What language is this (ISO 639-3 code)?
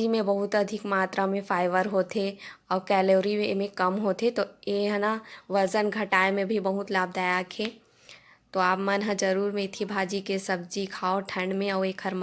hne